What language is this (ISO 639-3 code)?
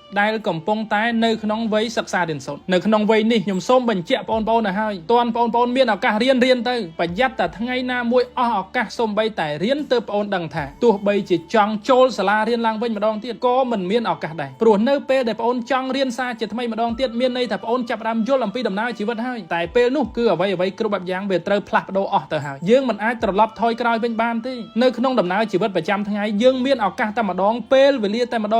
khm